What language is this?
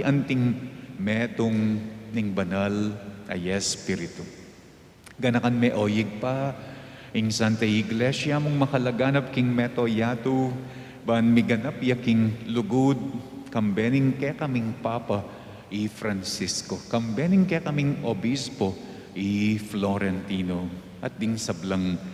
Pampanga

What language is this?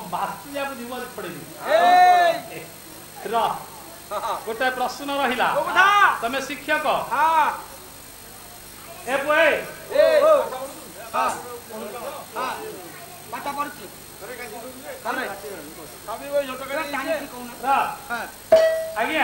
Odia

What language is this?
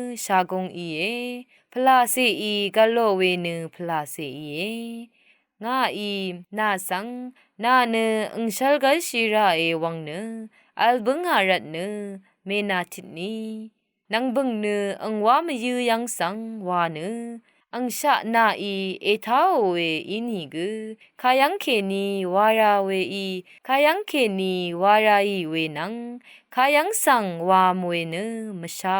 Rawang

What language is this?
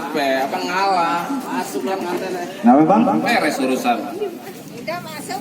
Betawi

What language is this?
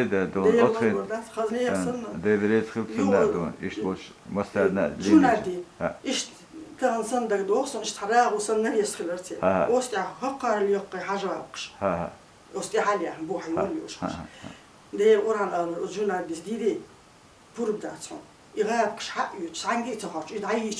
Chechen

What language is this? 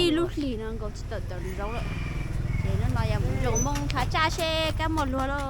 Hmong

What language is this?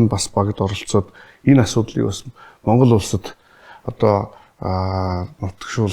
Mongolian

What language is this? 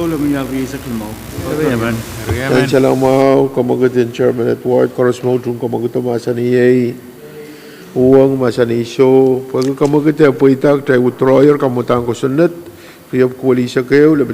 Pohnpeian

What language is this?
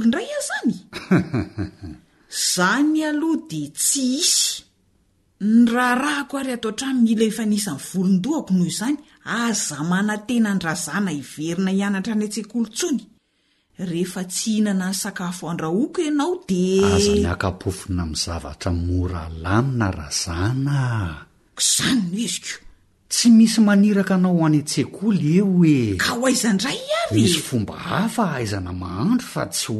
Malagasy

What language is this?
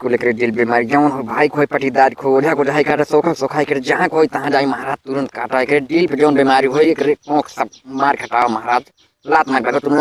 Awadhi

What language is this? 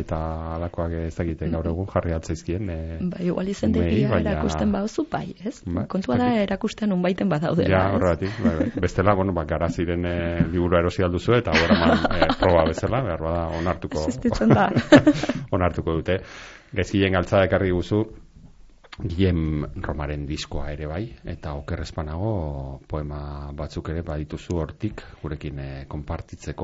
Basque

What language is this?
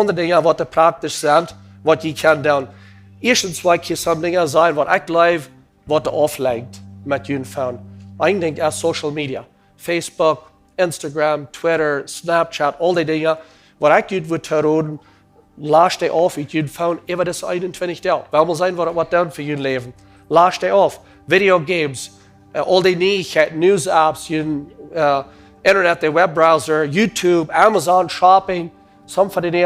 Plautdietsch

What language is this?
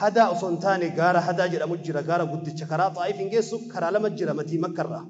Oromo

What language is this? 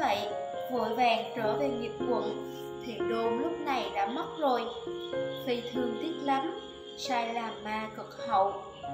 Vietnamese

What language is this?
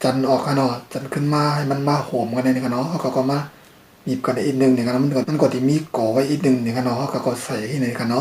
Shan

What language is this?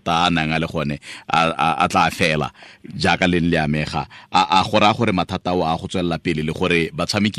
Tswana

